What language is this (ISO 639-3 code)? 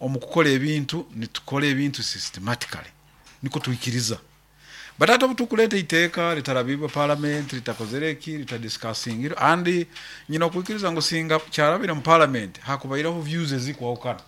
nyo